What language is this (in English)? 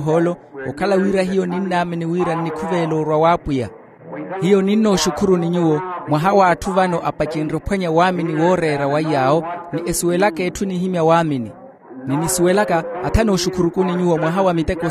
Makhuwa